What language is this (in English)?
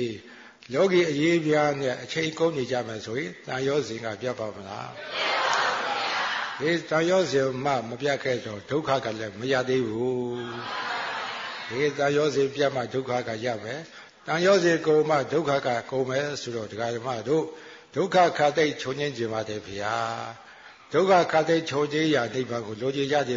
Burmese